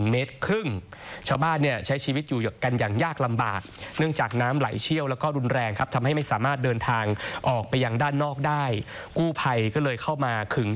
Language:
Thai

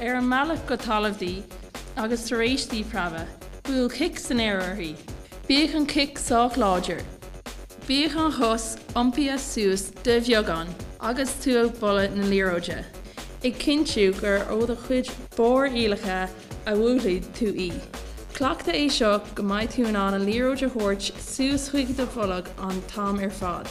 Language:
Irish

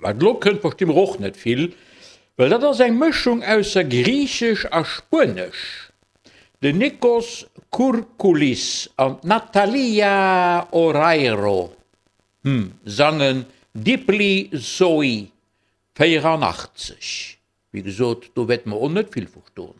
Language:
Luxembourgish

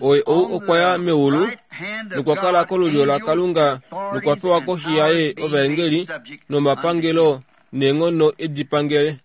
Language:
Kuanyama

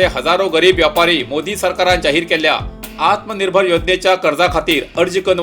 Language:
Konkani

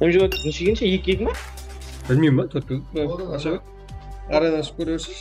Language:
Kara-Kalpak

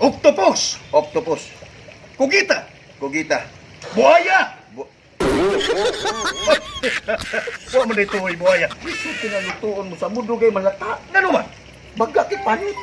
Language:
Cebuano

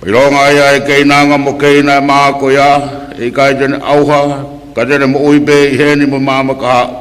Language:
Tongan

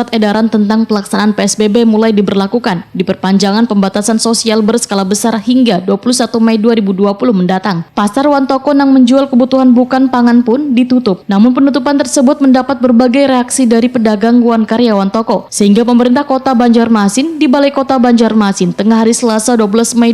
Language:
Banjar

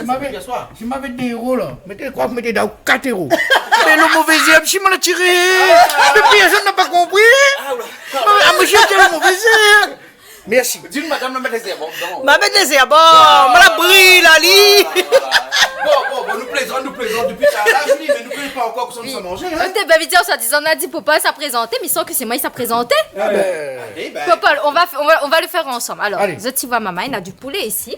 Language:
Réunion Creole French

